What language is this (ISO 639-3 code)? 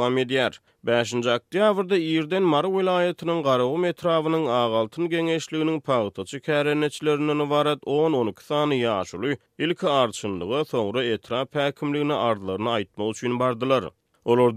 tuk